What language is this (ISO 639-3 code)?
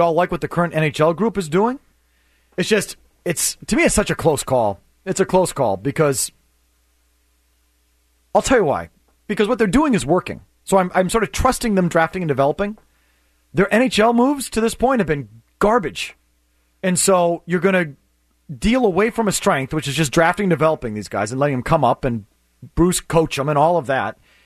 eng